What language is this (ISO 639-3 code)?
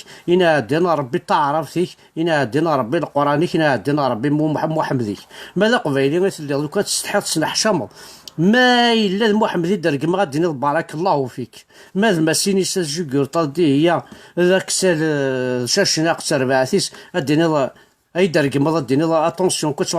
kab